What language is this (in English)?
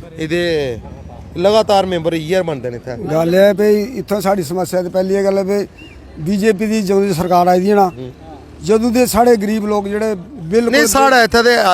Dogri